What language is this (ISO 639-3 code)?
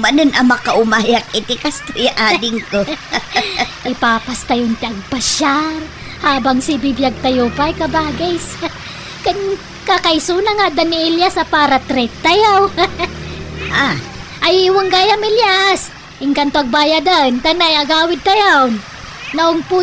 ilo